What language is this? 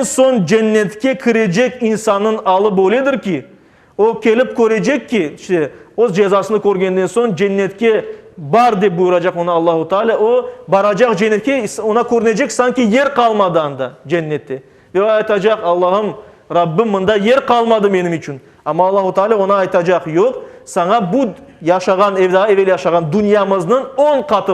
Crimean Tatar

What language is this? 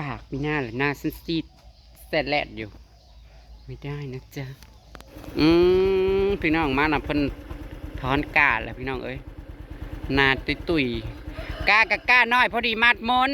Northeastern Thai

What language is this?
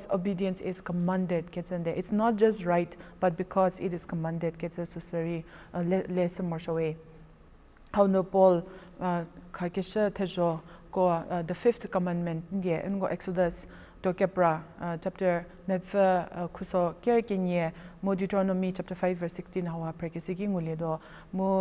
Angami Naga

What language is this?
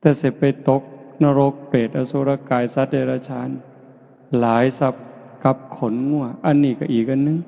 Northeastern Thai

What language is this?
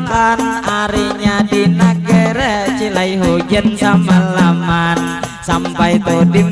Banjar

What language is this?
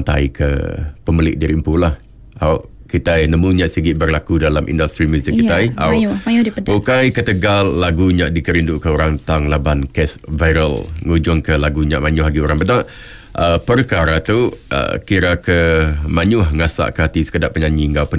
Iban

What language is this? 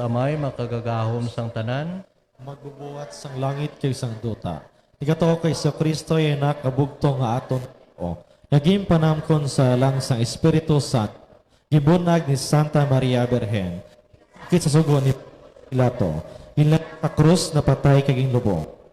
Hiligaynon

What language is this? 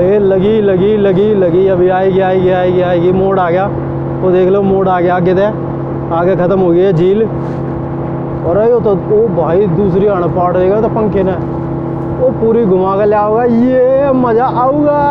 Haryanvi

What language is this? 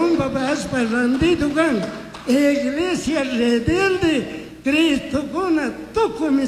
Chimborazo Highland Quichua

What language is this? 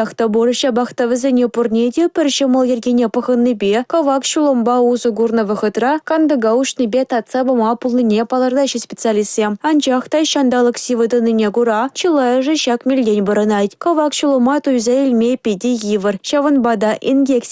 Chuvash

